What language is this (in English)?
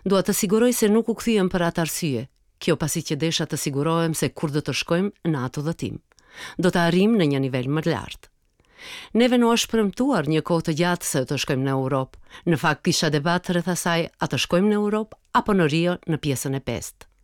Albanian